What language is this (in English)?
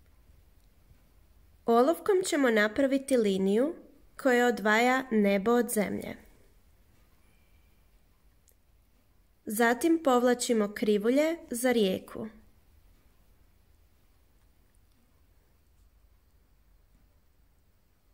Croatian